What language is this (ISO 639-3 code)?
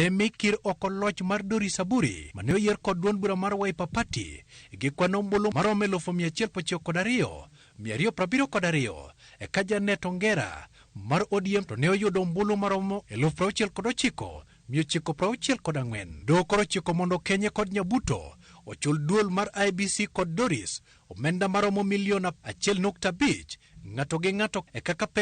luo